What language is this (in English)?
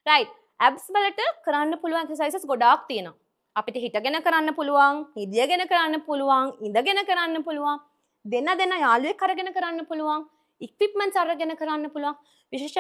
Sinhala